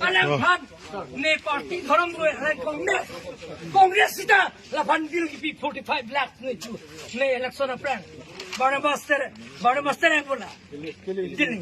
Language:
Karbi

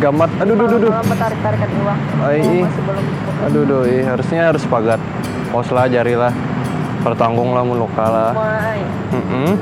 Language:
Banjar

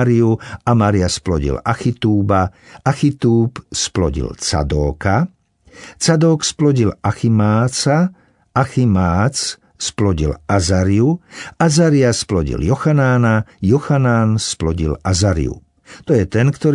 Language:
Slovak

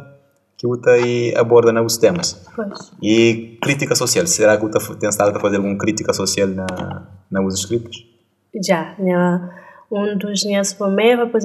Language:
Kabuverdianu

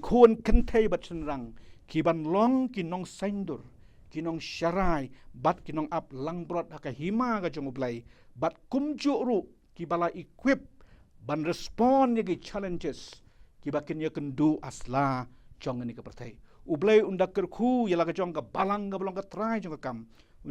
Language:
Khasi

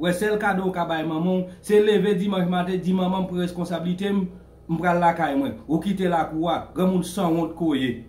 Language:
Haitian Creole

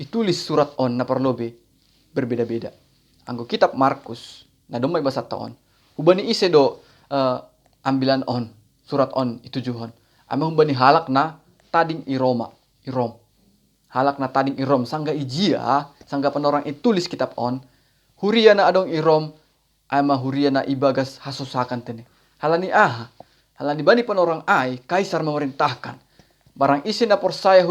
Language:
Batak Simalungun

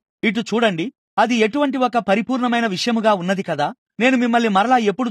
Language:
Telugu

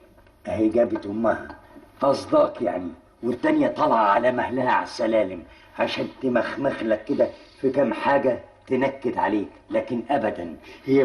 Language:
Egyptian Arabic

